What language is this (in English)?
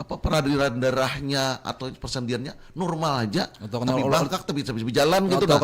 Banjar